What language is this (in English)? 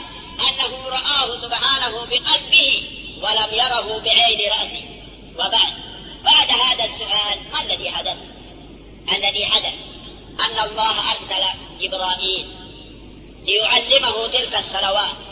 Arabic